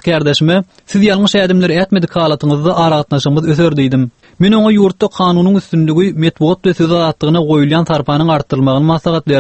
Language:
Turkmen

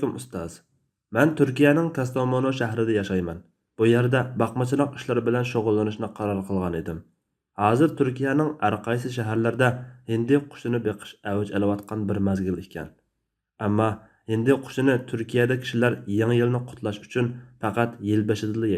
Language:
Uyghur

